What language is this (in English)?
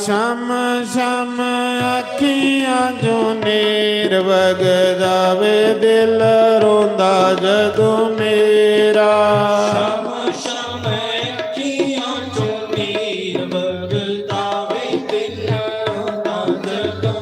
Dogri